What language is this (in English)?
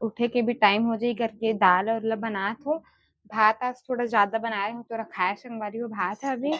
Chhattisgarhi